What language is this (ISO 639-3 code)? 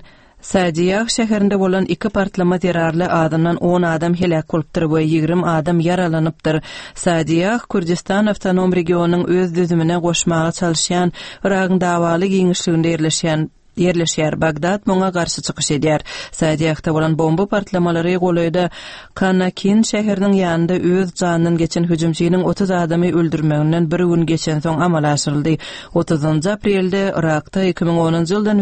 kir